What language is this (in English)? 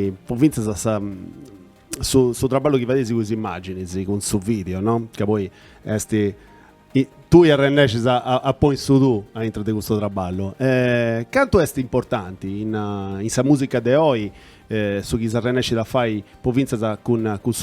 Sardinian